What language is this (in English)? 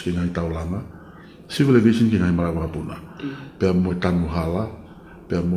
Tongan